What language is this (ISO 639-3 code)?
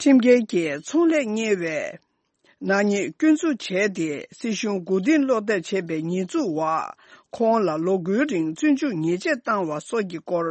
bod